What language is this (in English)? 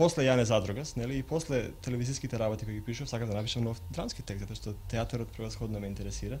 Macedonian